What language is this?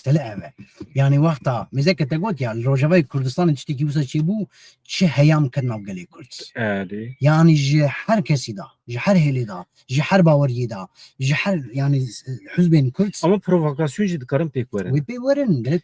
Kurdish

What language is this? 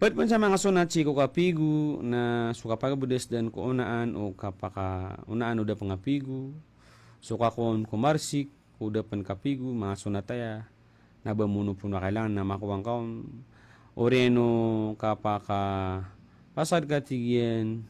Maranao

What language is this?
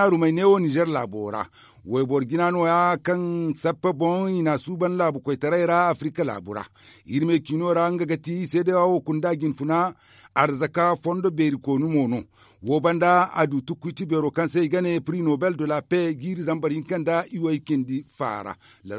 Zarma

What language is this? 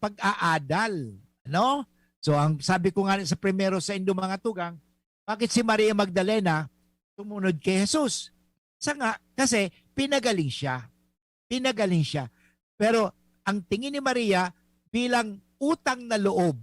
Bikol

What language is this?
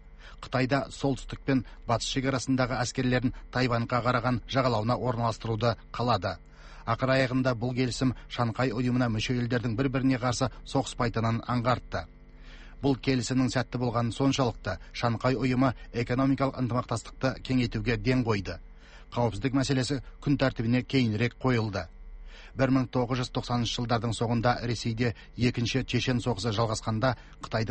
Kazakh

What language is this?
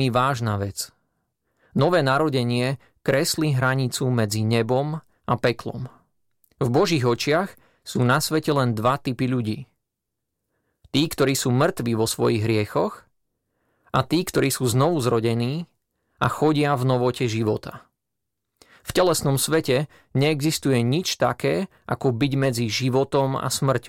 Slovak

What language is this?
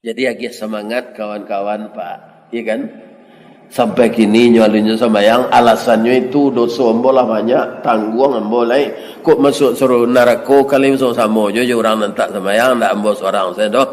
Minangkabau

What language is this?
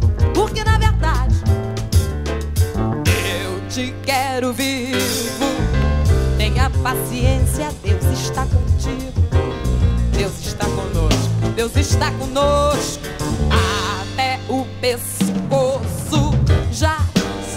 Portuguese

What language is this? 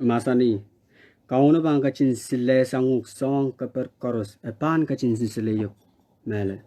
Pohnpeian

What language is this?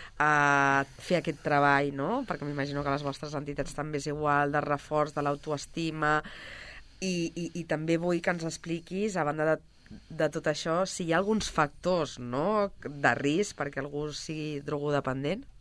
Catalan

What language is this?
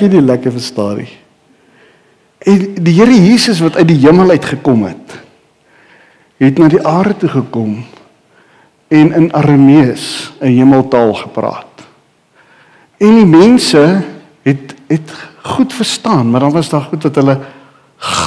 Afrikaans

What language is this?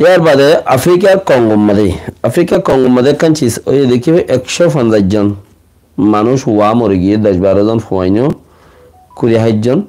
Rohingya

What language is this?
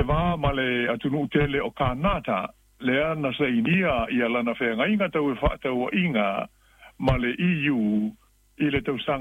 Samoan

